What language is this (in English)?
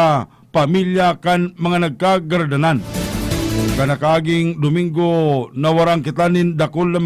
Bikol